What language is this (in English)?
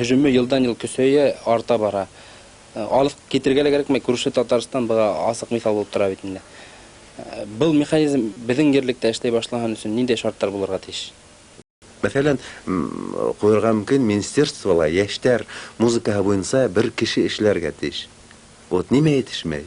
Bashkir